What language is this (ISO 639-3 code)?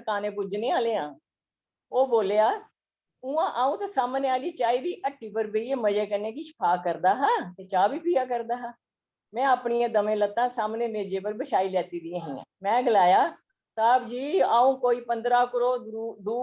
doi